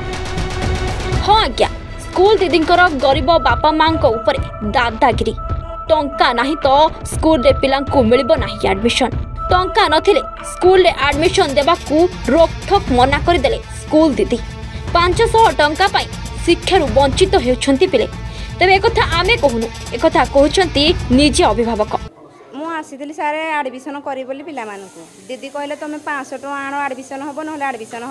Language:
Odia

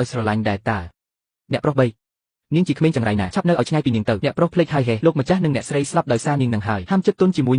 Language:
Khmer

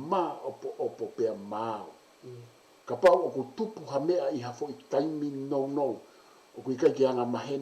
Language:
Tongan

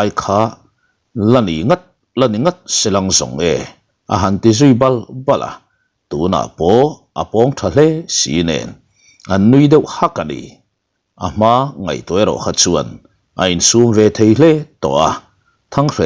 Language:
Mizo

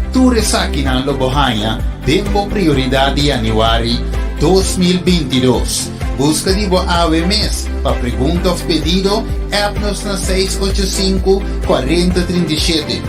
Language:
Papiamento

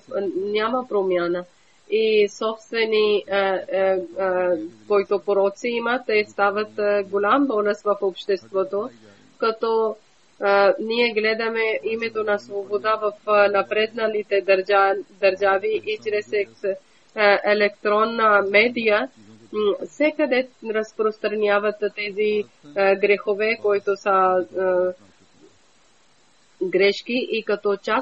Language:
Bulgarian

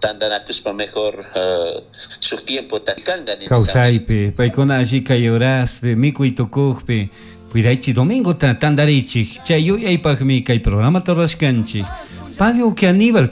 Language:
Chimborazo Highland Quichua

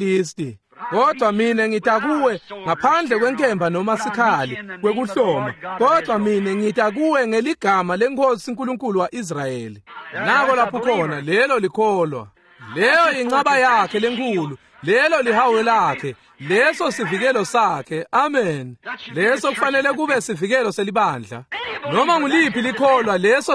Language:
Swati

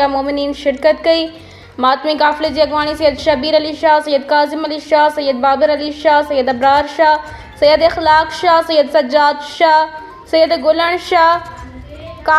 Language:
Sindhi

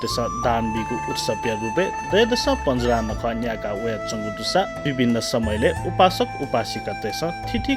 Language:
Newari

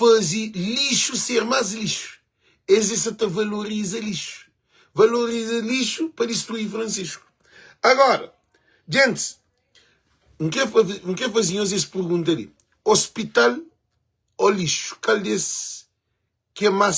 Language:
Kabuverdianu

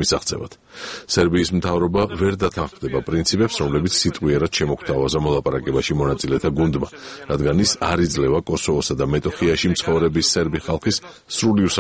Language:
Georgian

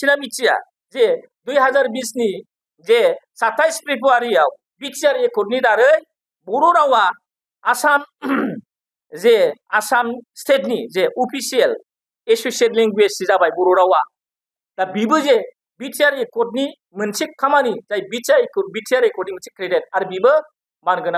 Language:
Bodo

